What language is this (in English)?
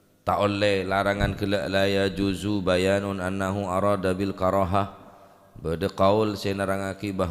Madurese